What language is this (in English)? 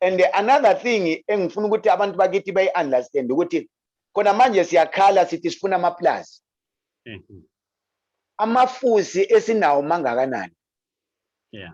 Zulu